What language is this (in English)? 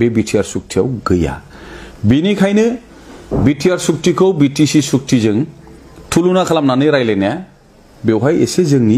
Bodo